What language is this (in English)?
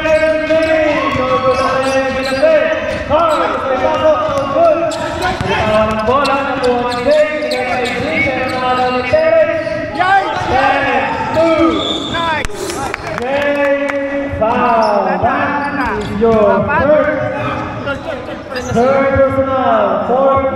Filipino